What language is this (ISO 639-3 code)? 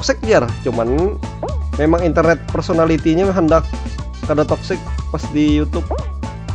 bjn